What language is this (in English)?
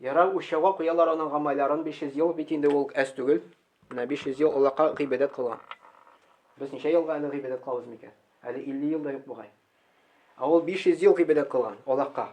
Tatar